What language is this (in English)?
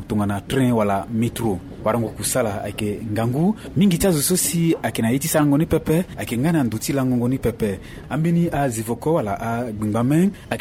Sango